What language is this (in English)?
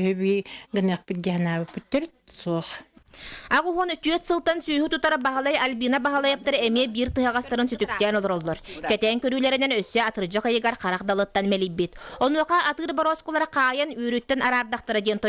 Yakut